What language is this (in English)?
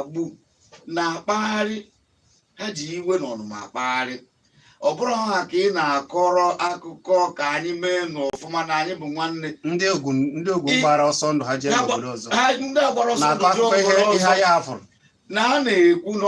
Igbo